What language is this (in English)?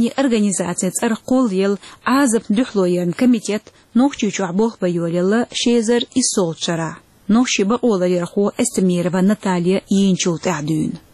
Chechen